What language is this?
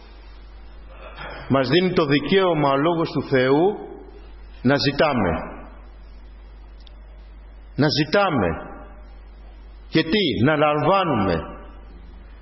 Greek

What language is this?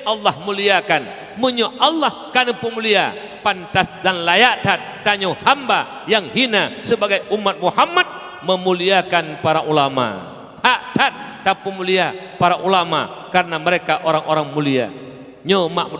Achinese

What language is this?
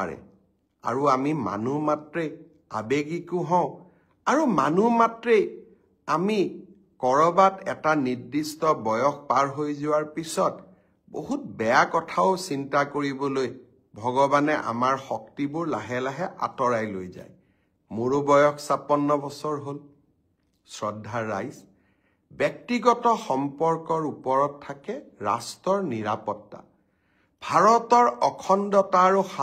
Assamese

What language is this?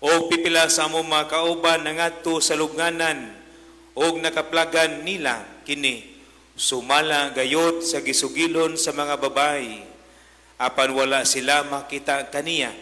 Cebuano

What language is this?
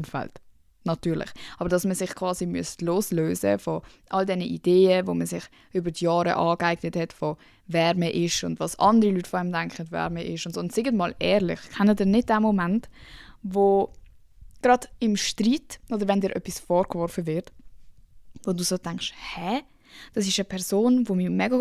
Swiss German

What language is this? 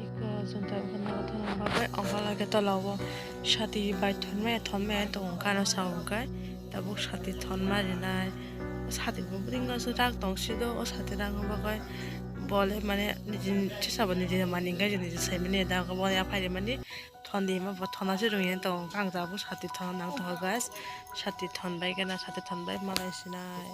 Kok Borok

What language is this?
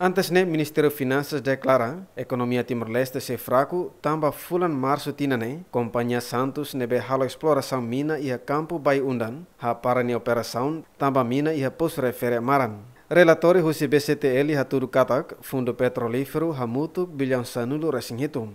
Tetum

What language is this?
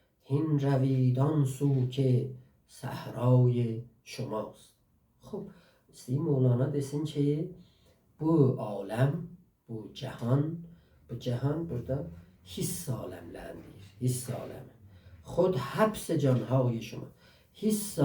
South Azerbaijani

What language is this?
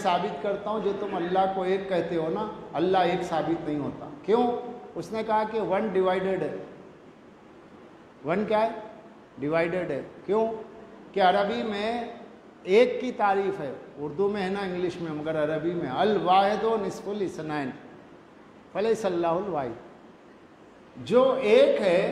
Urdu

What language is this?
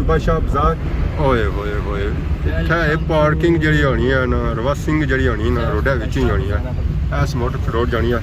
Pahari-Potwari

